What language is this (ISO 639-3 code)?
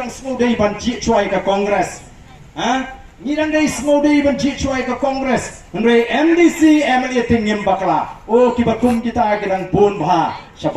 kha